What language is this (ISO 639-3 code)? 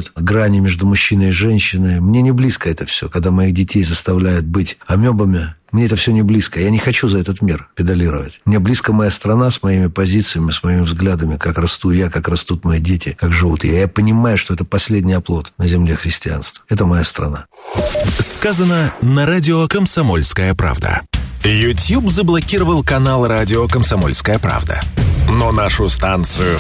rus